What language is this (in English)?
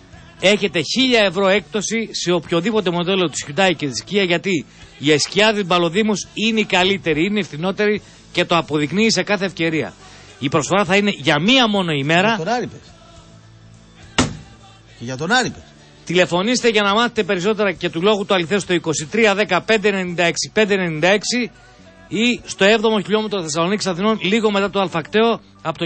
Greek